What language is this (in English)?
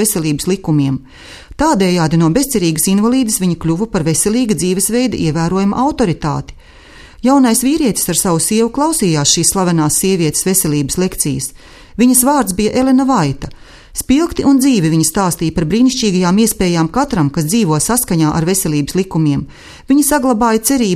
Latvian